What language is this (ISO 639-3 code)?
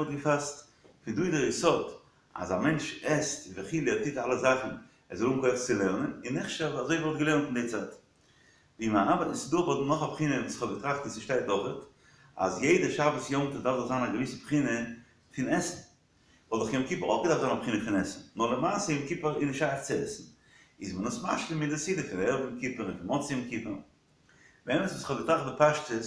yid